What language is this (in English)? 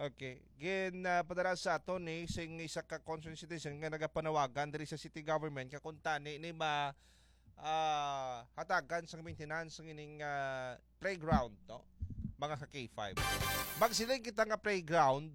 Hiligaynon